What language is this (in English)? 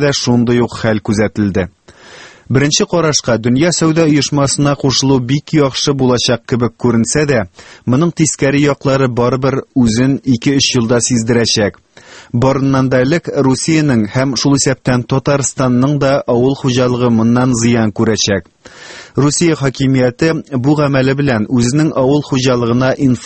Tatar